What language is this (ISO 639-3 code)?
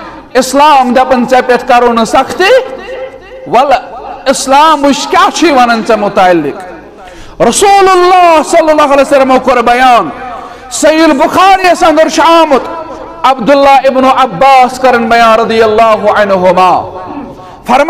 kas